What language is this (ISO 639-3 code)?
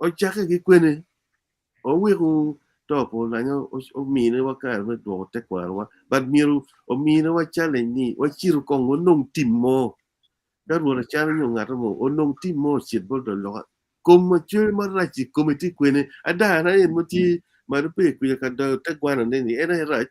ach